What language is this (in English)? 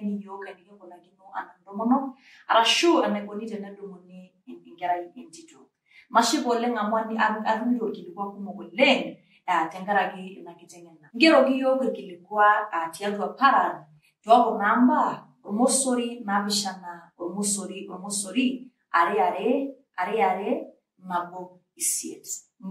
Masai